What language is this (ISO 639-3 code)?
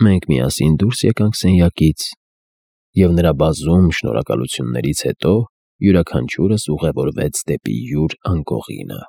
hye